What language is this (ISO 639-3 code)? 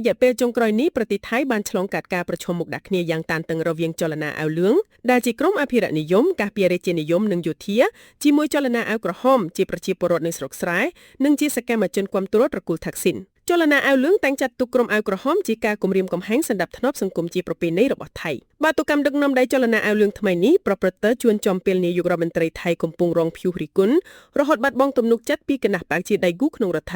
khm